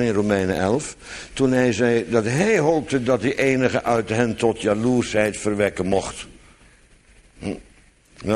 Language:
Dutch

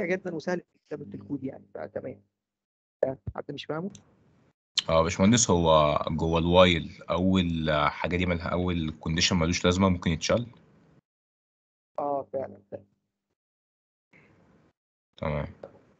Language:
Egyptian Arabic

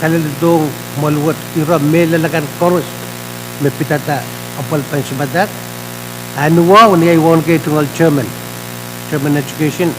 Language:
Pohnpeian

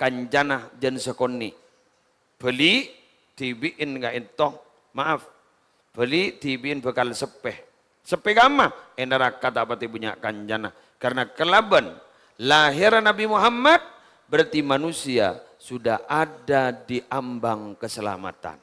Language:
Madurese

